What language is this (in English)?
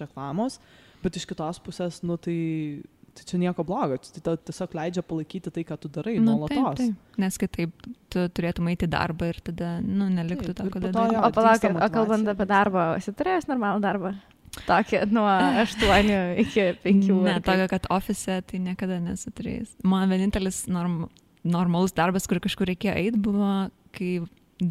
Lithuanian